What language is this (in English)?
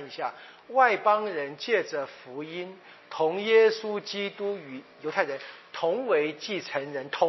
Chinese